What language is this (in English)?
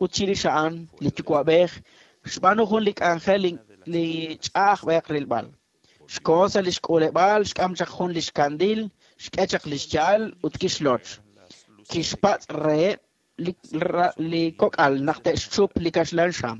Kekchí